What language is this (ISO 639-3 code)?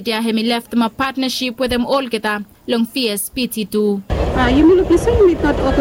bis